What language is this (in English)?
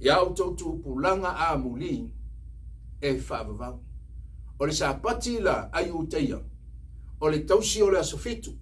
Samoan